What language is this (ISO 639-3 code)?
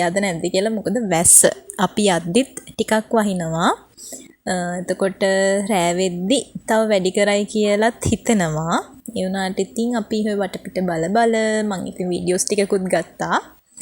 sin